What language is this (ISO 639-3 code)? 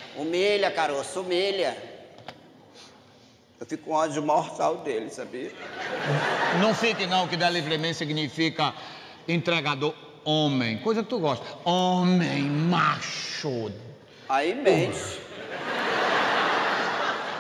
por